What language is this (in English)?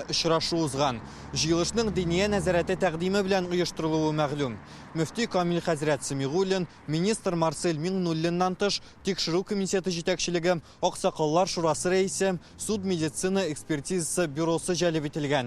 Tatar